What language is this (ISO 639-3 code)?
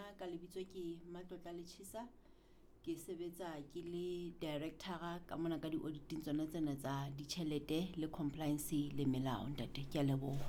sot